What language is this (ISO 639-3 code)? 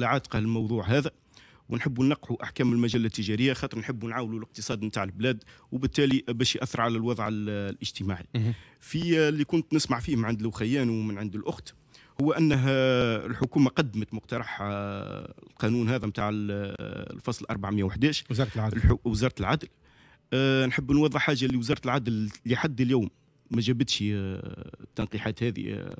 aeb